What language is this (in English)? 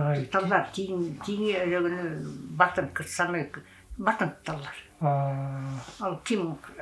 Yakut